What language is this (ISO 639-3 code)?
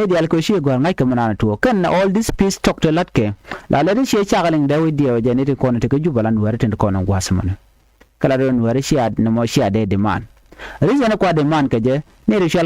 nus